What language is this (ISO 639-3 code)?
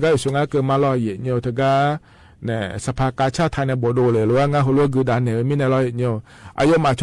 ahk